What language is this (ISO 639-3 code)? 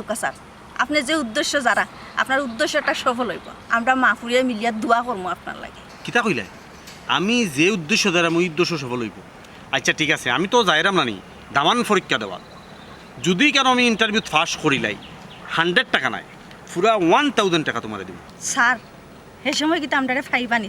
syl